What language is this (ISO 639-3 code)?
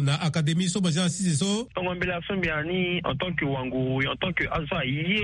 sag